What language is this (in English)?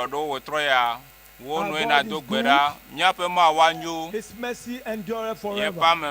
Ewe